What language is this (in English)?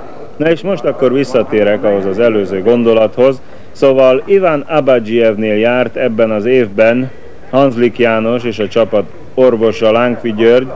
Hungarian